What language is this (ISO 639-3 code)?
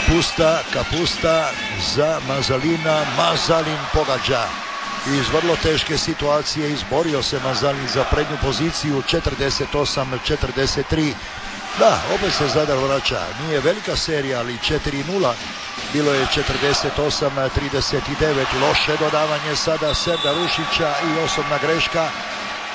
hrv